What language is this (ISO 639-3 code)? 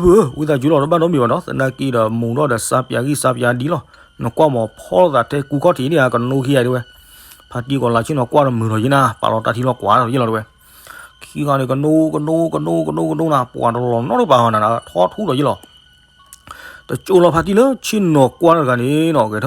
ksw